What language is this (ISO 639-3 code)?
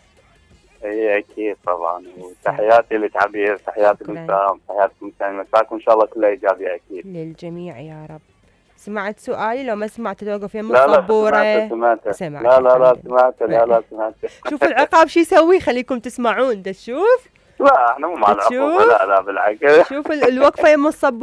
acm